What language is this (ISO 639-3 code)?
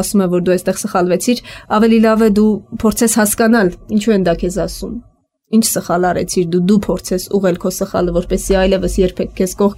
hye